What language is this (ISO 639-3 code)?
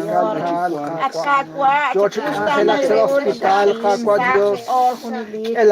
kek